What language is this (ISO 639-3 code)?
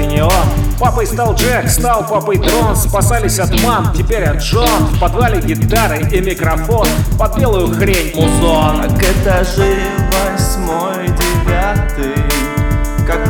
rus